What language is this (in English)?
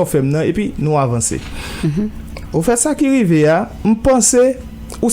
Haitian Creole